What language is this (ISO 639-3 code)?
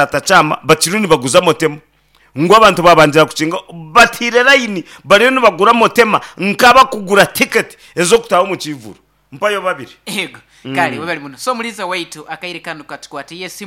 nyn